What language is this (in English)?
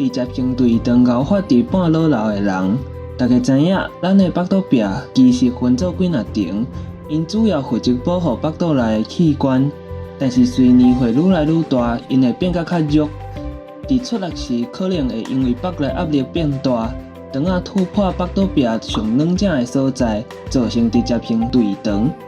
Min Nan Chinese